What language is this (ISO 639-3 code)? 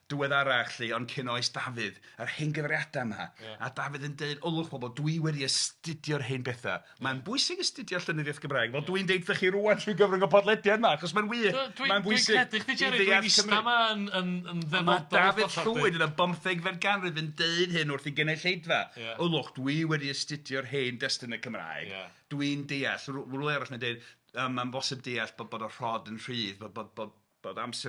cym